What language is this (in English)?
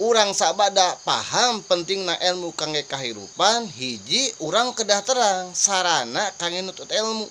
Sundanese